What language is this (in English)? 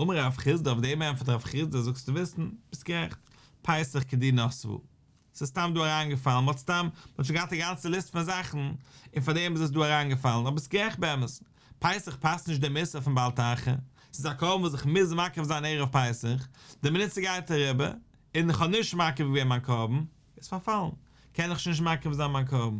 Yiddish